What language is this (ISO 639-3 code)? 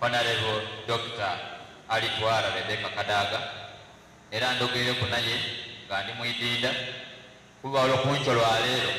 xog